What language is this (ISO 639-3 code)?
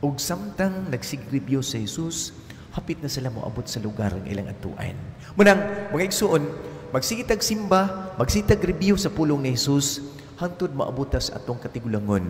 ceb